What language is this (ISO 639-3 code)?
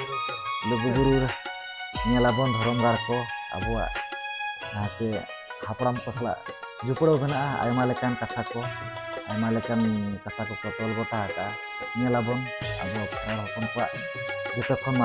sat